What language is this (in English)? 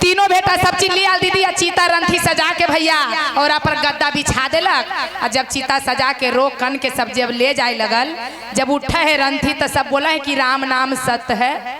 Magahi